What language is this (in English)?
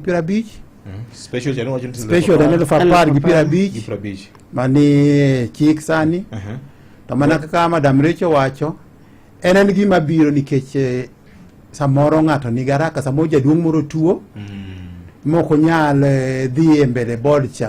Luo (Kenya and Tanzania)